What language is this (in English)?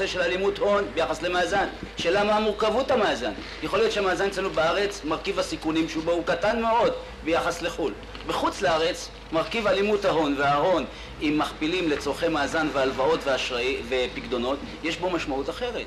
Hebrew